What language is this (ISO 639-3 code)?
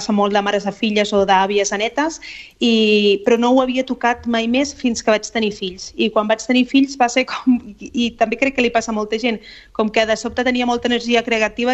cat